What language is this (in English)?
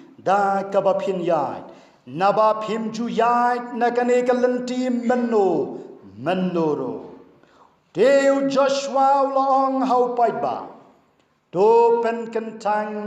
Khasi